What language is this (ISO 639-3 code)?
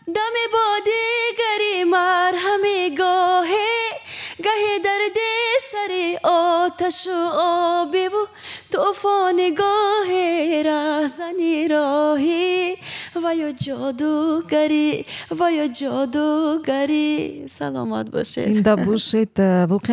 tgk